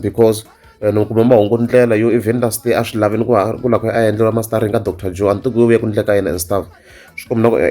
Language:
Tsonga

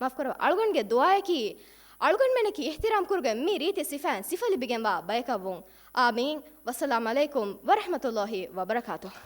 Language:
Divehi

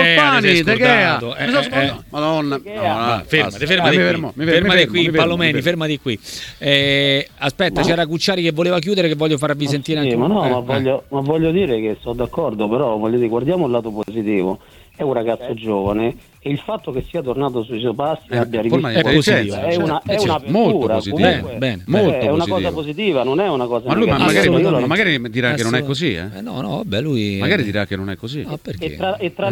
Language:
Italian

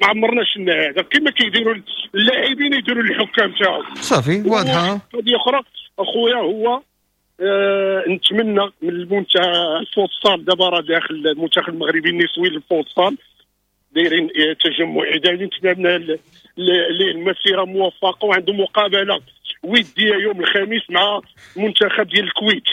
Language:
Moroccan Arabic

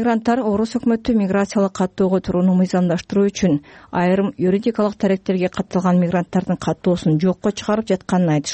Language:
Kyrgyz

